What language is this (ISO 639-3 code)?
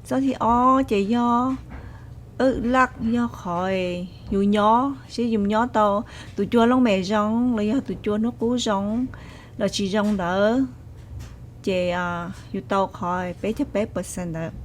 hmn